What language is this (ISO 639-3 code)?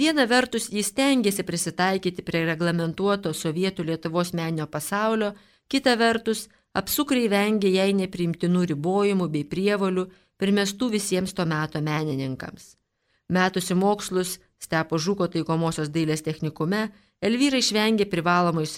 lit